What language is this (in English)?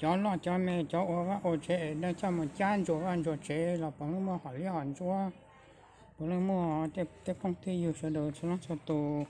Hmong